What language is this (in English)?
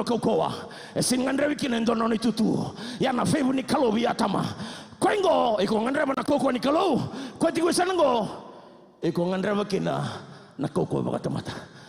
Fijian